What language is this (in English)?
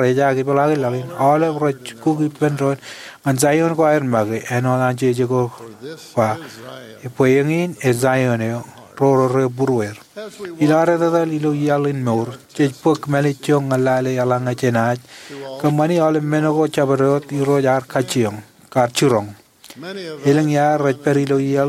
Marshallese